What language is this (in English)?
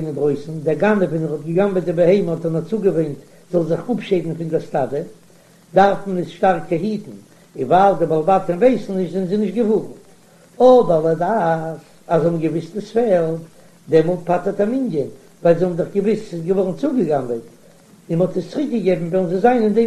Yiddish